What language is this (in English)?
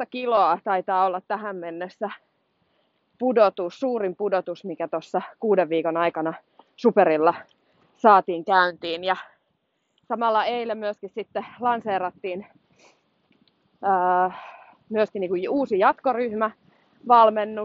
Finnish